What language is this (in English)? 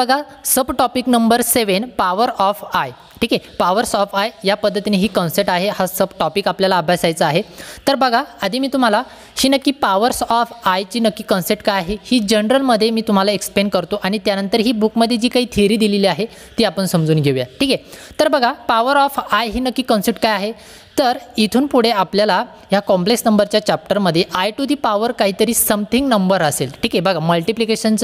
Marathi